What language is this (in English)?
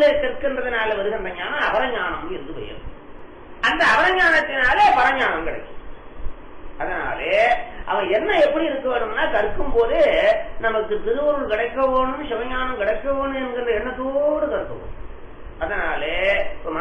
Tamil